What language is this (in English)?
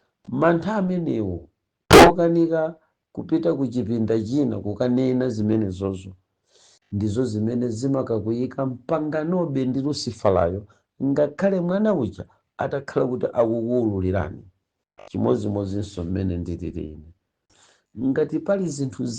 Nyanja